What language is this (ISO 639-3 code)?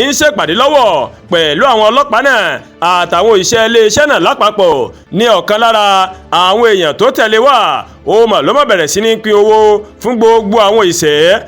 yor